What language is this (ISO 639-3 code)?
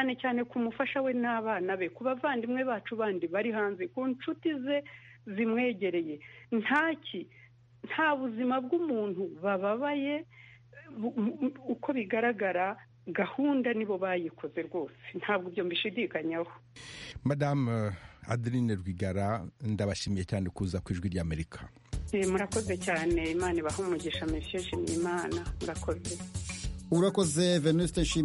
kin